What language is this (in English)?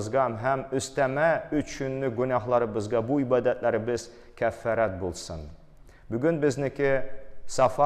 Tatar